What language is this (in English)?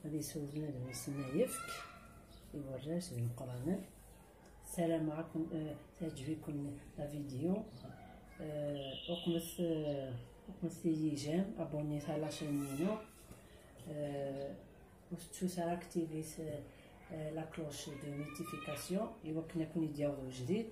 Kabyle